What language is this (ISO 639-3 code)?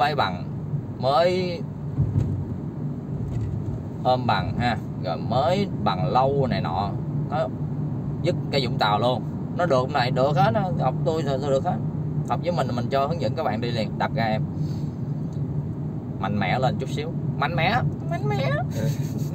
vie